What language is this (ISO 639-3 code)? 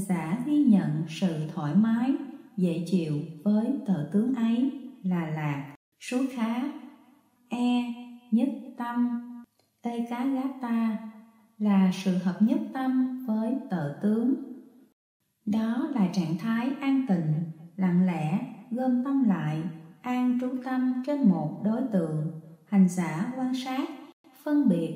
vie